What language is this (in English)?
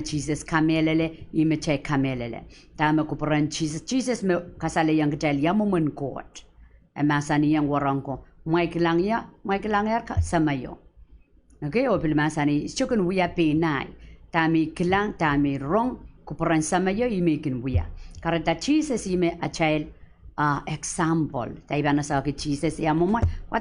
Pohnpeian